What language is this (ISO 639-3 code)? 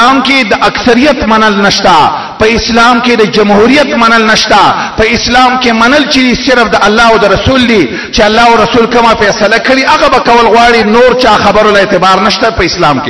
pus